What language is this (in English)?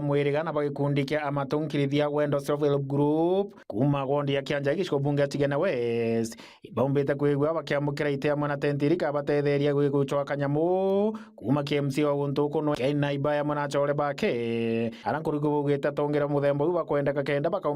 Meru